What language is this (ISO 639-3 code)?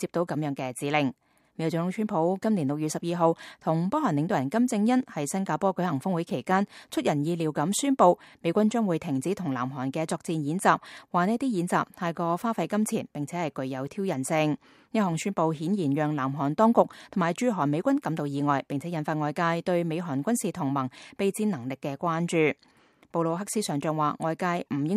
yue